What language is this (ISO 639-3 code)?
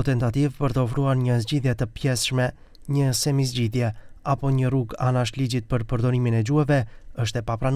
sqi